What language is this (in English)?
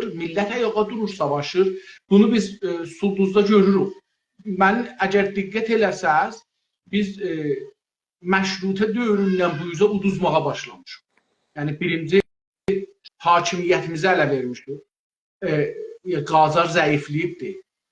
South Azerbaijani